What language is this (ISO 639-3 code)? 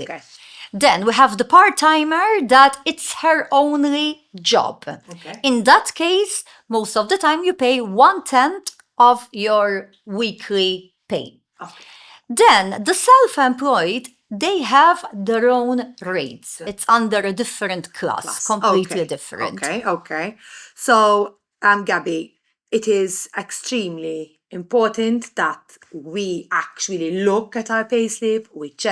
eng